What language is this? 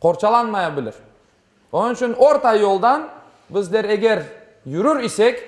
Crimean Tatar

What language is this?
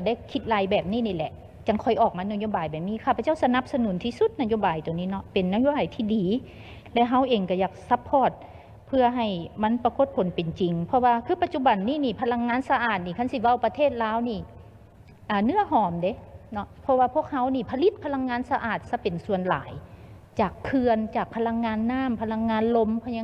Lao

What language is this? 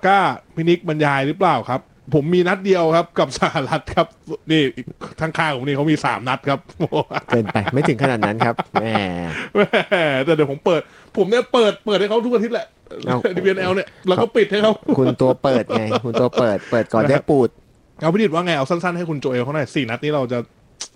Thai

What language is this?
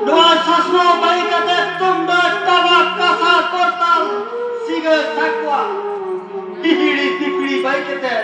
Santali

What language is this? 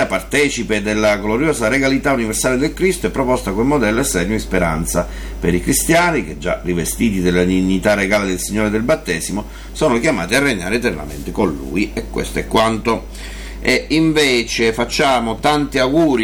Italian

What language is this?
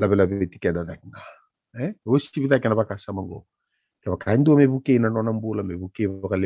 Fijian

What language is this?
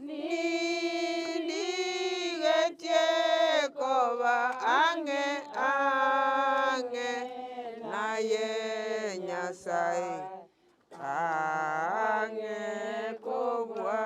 Gusii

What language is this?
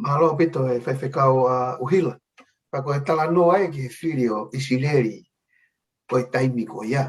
Tongan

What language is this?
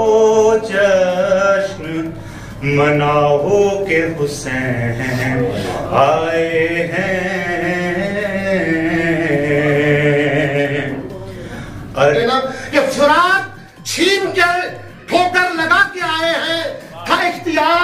Urdu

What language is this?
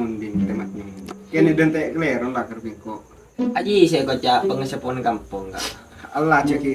Madurese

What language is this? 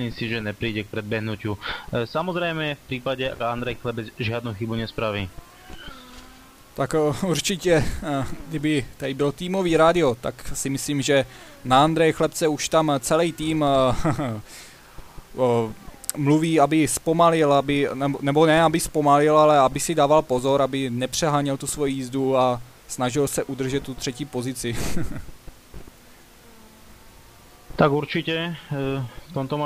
Czech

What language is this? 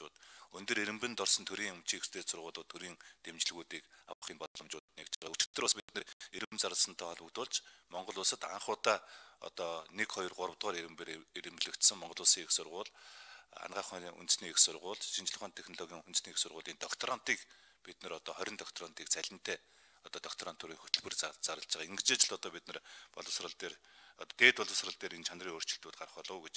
Mongolian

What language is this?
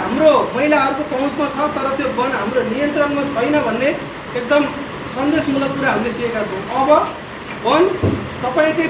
Nepali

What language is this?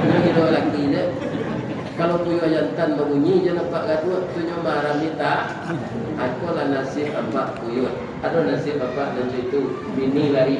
Minangkabau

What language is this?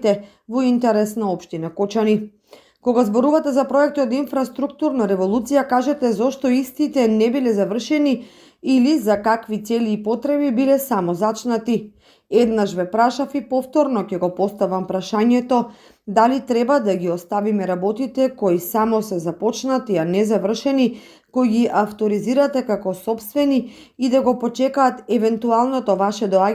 Macedonian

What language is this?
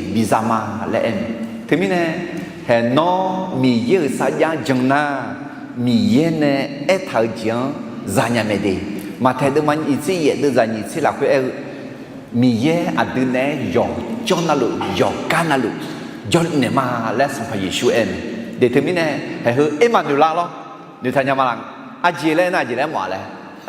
Akha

